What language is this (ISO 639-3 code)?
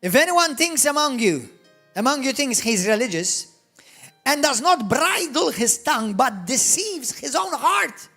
eng